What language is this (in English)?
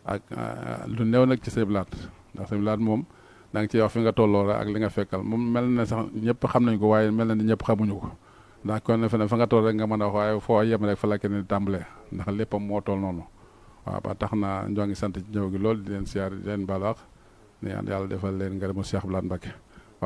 Wolof